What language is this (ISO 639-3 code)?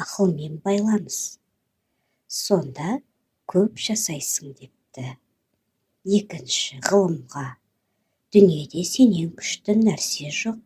kaz